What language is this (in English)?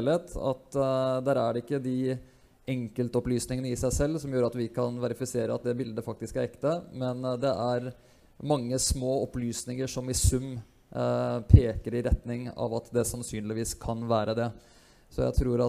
Norwegian